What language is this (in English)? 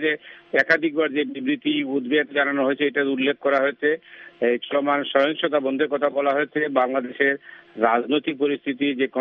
Bangla